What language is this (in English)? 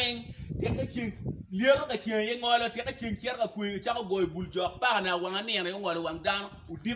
Acoli